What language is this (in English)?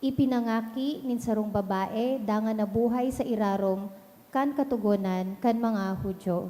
Bikol